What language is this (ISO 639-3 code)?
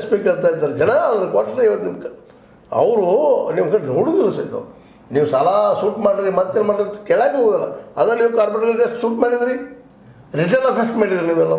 kan